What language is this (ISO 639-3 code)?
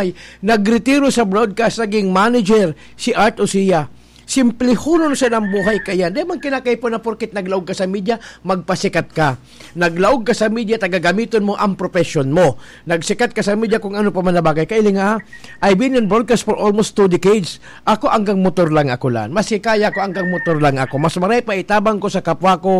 bik